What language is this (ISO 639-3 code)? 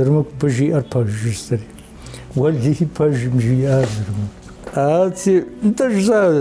kbd